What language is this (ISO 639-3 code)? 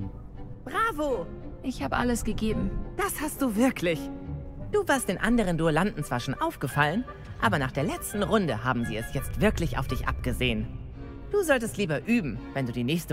deu